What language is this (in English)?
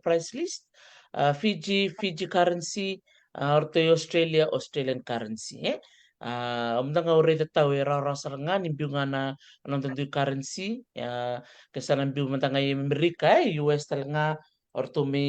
Fijian